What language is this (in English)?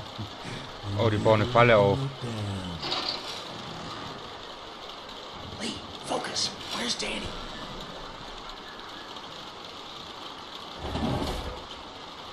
German